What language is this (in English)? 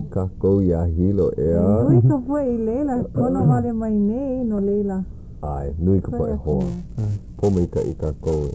Hawaiian